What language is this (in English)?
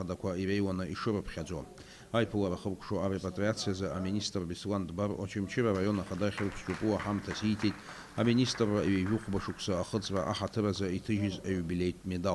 Abkhazian